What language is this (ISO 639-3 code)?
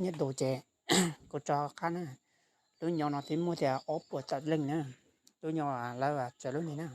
hmn